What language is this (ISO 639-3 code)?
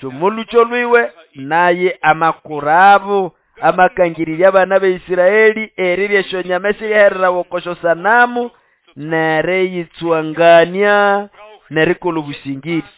nnb